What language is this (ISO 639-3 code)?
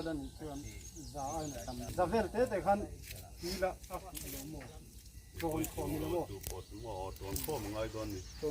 lus